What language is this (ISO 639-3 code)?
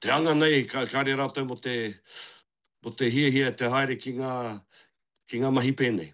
mri